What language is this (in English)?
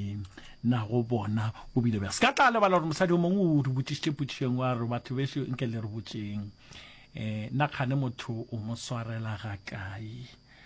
Northern Sotho